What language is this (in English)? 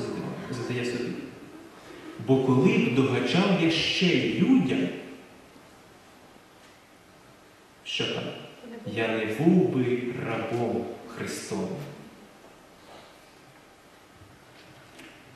Ukrainian